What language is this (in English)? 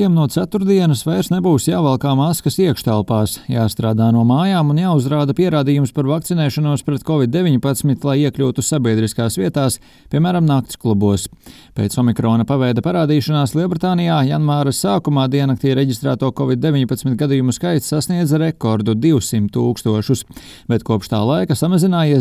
Latvian